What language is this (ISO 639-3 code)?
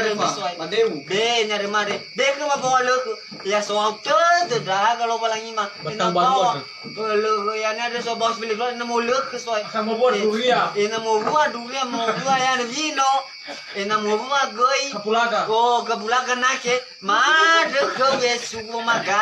nia